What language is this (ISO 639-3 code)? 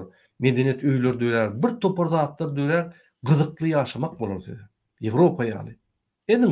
tuk